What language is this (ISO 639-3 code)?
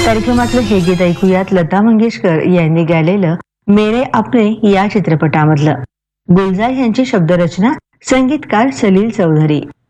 mar